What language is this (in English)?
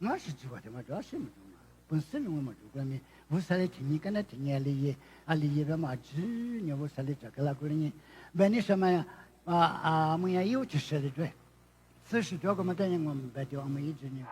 Lisu